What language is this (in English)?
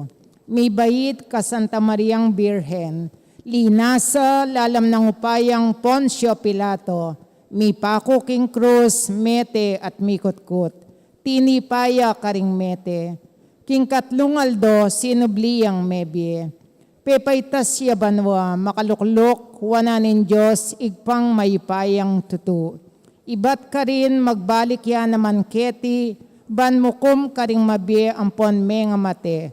Pampanga